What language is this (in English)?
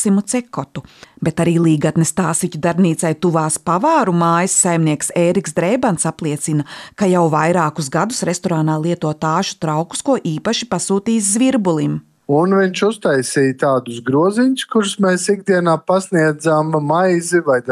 Latvian